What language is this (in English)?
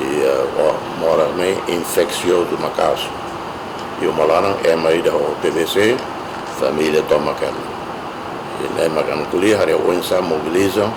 Tetum